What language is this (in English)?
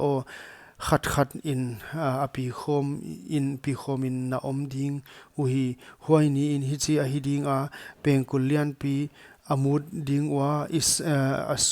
Paite Chin